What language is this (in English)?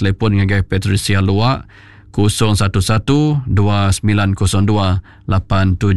Iban